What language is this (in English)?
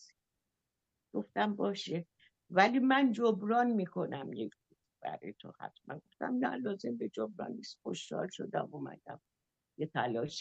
Persian